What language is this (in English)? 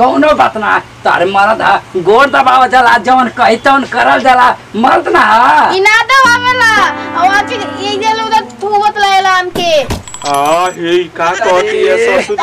Bhojpuri